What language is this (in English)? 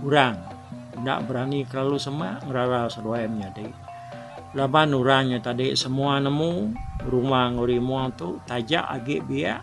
Iban